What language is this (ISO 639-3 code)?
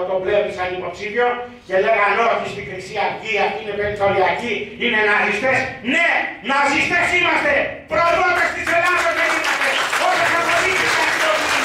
ell